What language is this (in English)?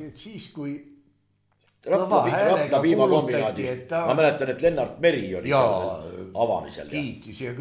Estonian